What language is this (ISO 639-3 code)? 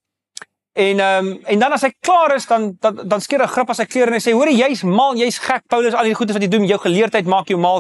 afr